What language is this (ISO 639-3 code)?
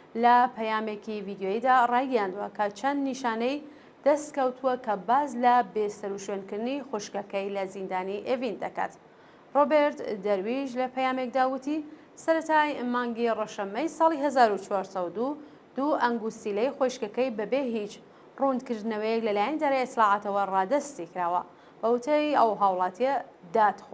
ckb